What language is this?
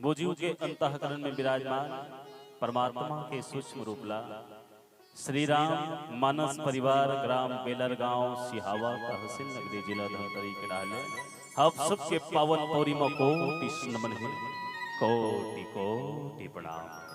Chhattisgarhi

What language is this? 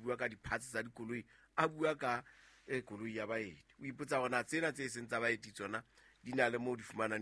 Southern Sotho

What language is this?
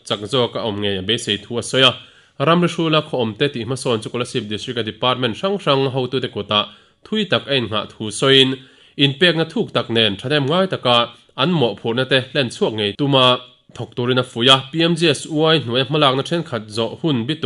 Mizo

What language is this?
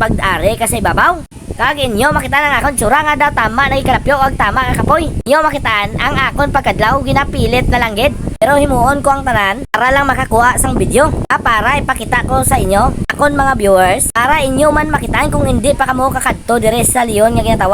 Hiligaynon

